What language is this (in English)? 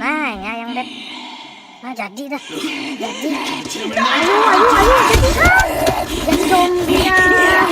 Banjar